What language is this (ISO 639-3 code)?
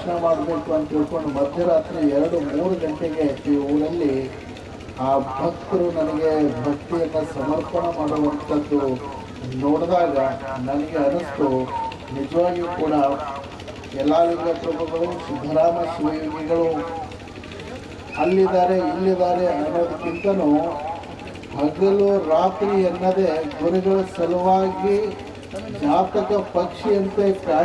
kan